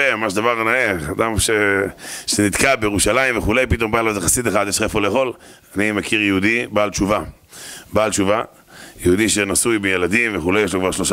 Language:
Hebrew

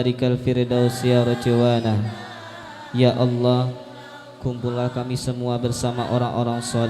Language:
Banjar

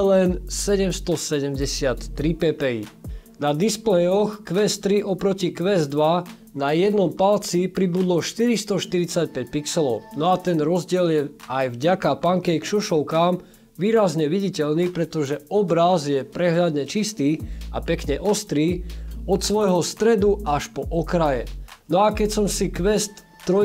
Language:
Slovak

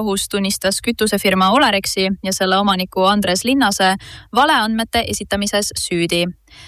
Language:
Estonian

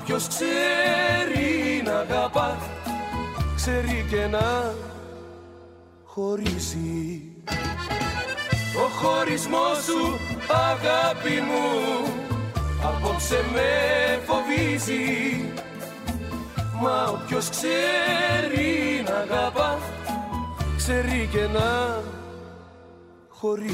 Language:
Greek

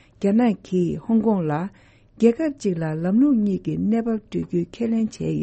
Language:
Tibetan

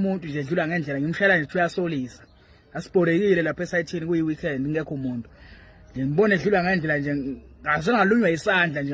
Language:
Zulu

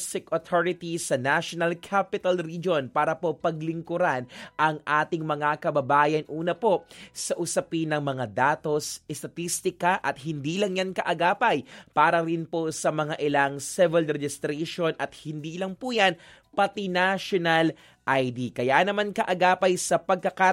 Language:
Filipino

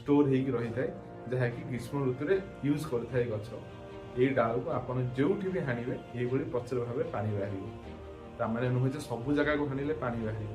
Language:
Odia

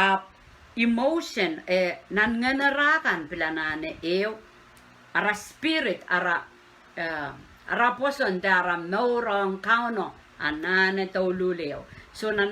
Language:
Pohnpeian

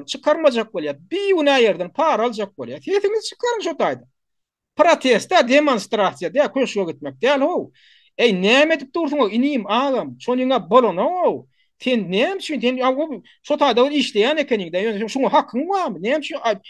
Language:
Turkmen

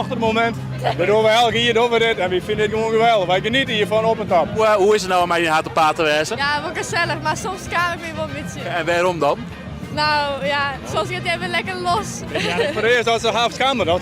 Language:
Western Frisian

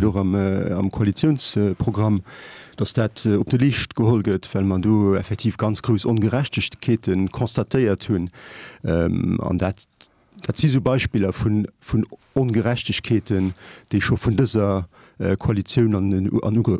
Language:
Luxembourgish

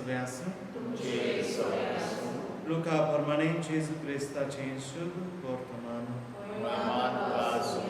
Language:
Konkani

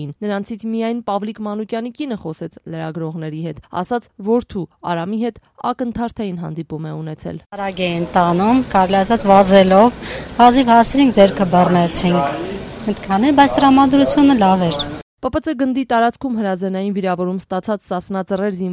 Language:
Armenian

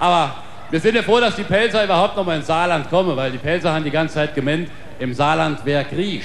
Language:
Palatine German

